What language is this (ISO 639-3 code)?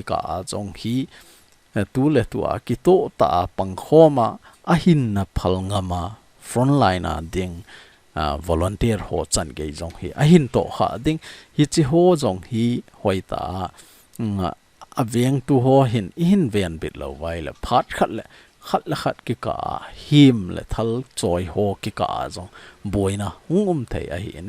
tcz